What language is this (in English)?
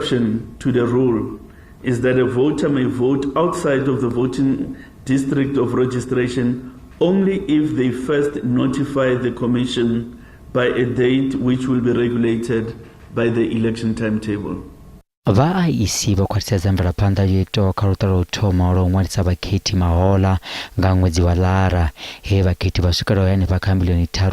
Venda